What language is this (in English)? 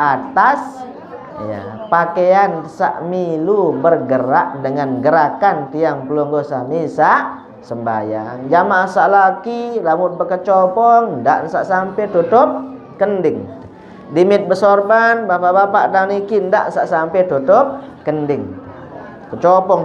Sasak